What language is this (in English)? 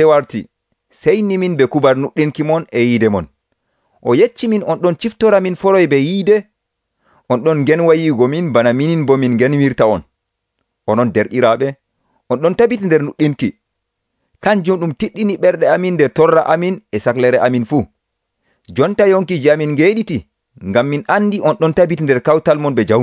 Nigerian Fulfulde